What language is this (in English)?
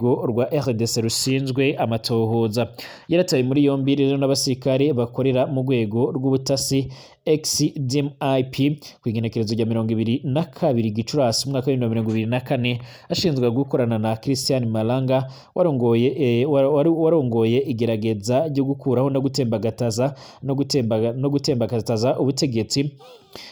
Rundi